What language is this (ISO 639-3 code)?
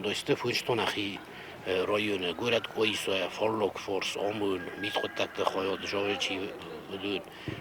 oss